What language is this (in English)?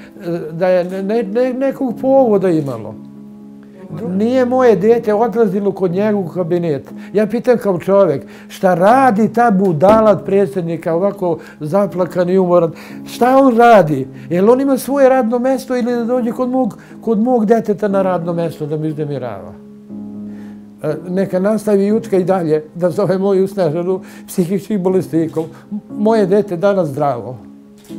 Serbian